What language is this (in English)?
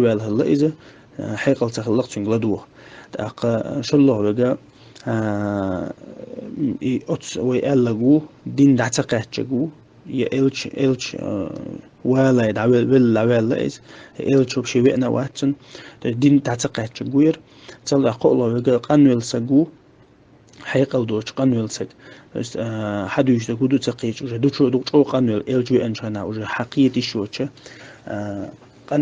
Chechen